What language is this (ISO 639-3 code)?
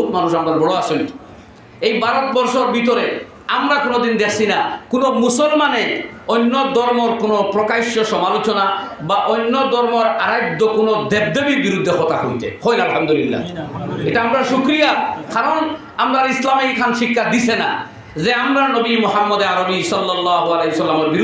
syl